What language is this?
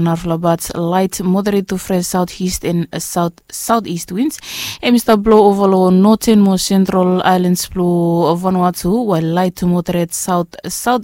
Bislama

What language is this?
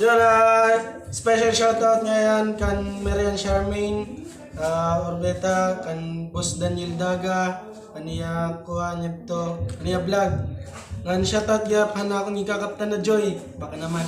Waray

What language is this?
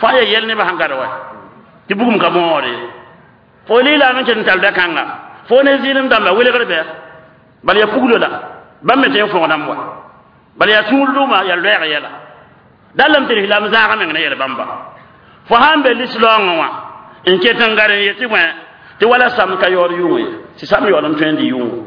Mossi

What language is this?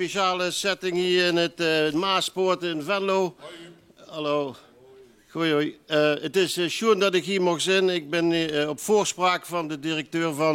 Limburgish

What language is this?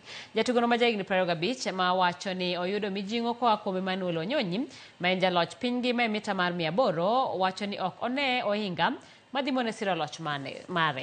Luo (Kenya and Tanzania)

